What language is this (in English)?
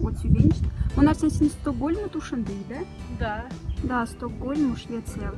Moksha